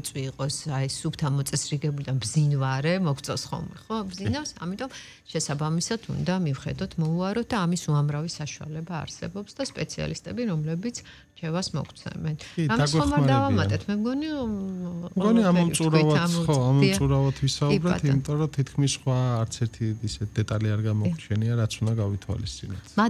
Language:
Georgian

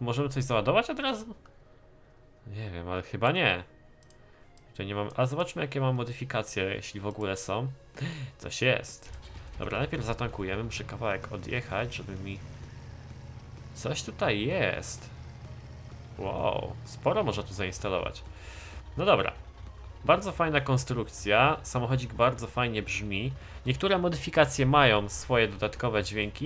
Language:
Polish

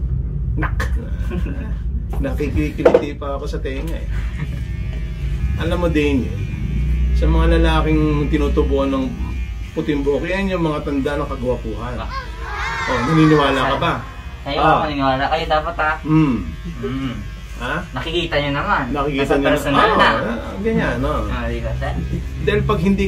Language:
Filipino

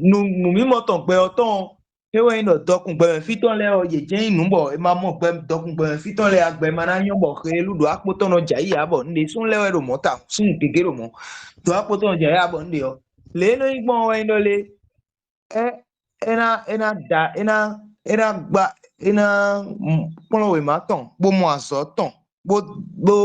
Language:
Fon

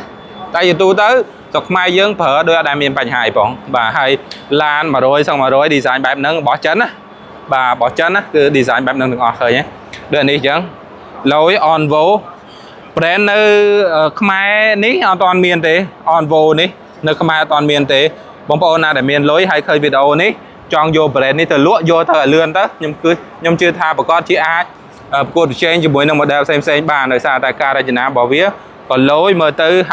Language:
Khmer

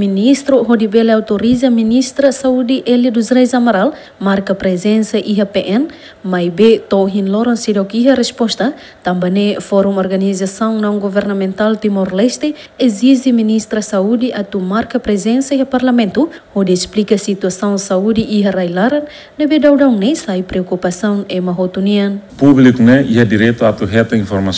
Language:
Tetum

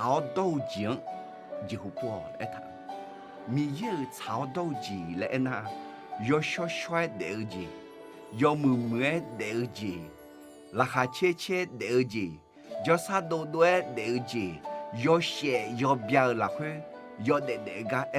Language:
Akha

